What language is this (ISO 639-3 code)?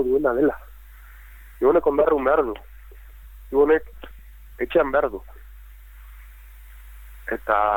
eus